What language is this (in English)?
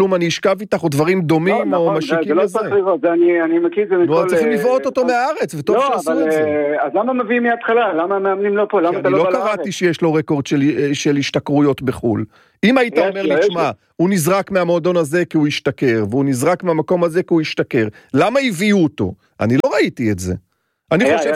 Hebrew